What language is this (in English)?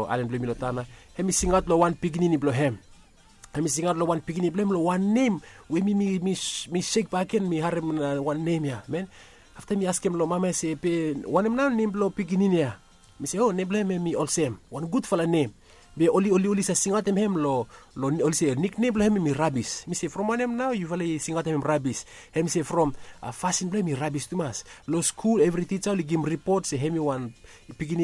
Bislama